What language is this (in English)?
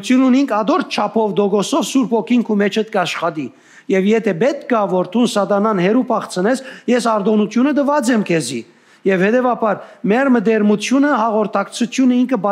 Western Armenian